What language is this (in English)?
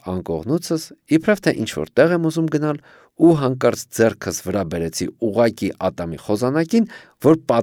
Armenian